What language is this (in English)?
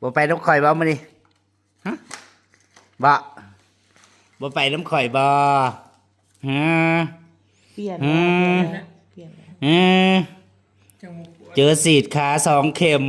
Northeastern Thai